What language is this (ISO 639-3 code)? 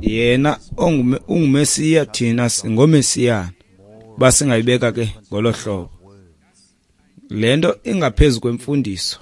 xho